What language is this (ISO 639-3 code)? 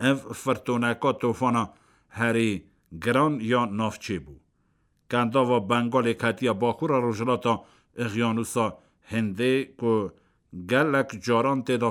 kur